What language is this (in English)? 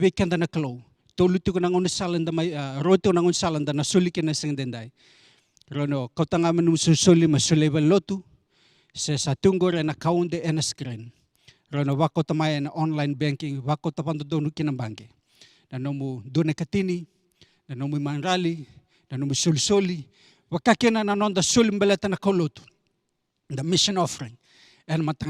Fijian